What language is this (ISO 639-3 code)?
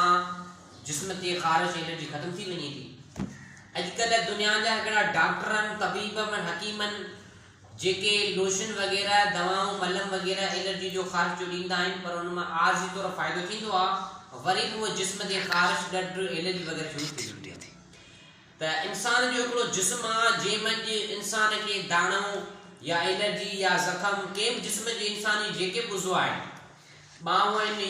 snd